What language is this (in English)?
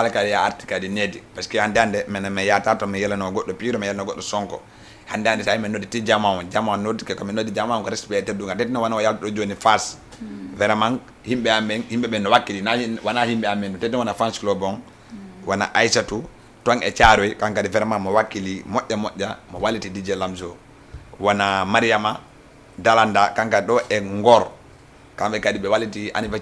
Fula